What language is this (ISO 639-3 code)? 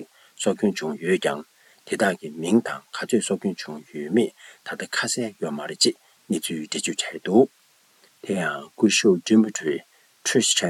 bod